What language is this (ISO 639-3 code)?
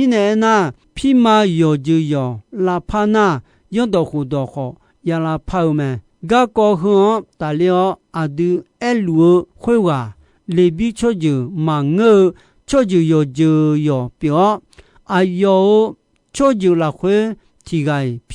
ahk